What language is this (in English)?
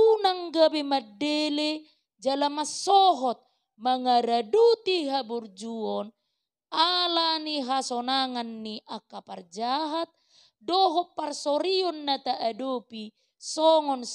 Batak Toba